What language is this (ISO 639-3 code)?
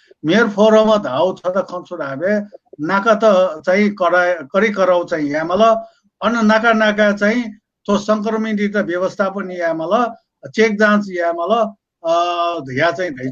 new